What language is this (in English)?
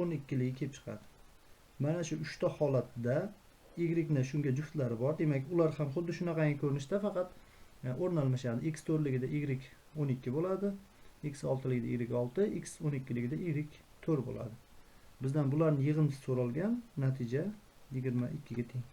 Uzbek